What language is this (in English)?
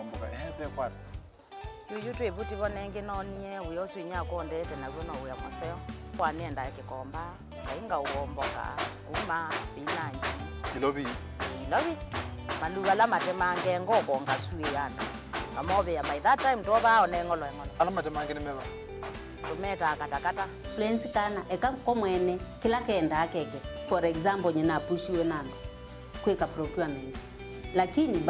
Kamba